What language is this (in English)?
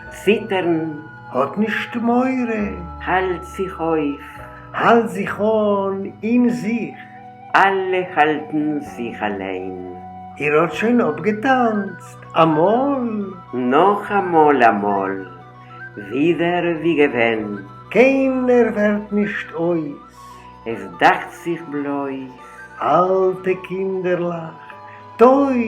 Yiddish